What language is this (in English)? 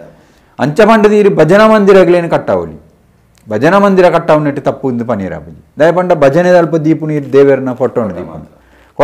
Tulu